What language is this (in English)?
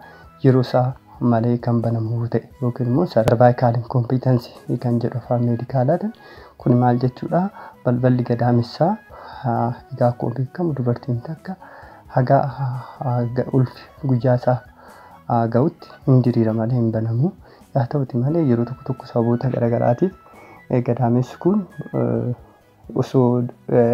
Oromo